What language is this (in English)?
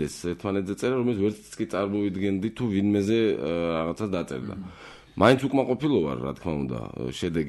Georgian